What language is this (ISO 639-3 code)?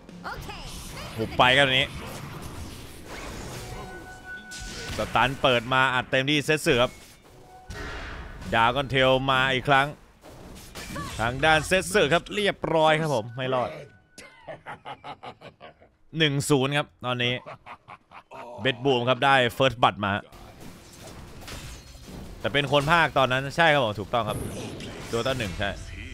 tha